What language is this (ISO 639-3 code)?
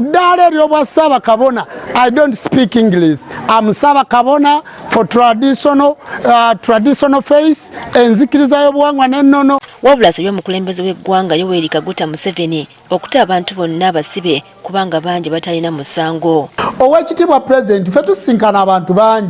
lug